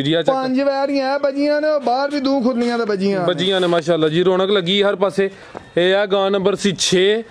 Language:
Punjabi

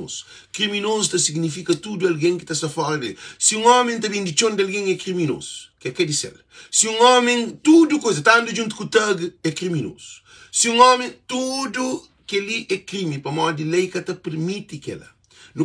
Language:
Kabuverdianu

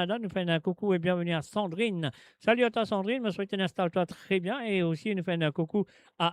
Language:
Morisyen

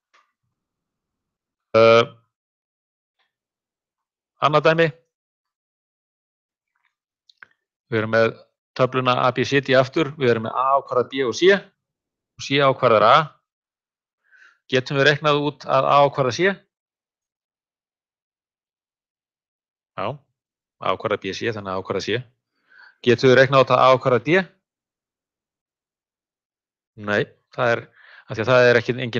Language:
Icelandic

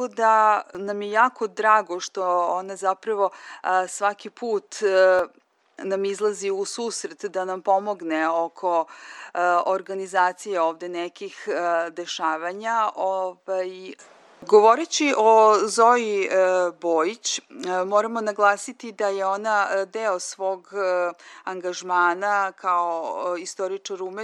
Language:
Serbian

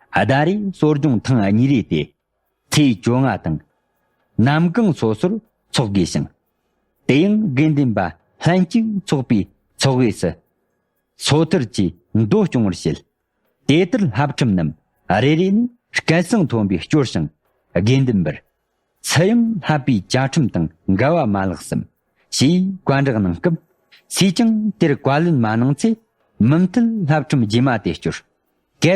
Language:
Tibetan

